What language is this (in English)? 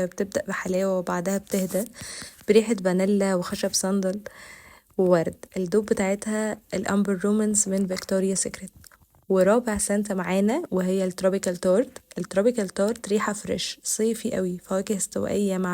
Egyptian Arabic